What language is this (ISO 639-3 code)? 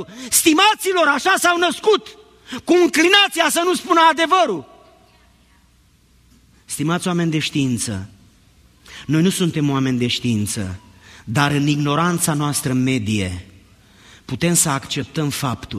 ron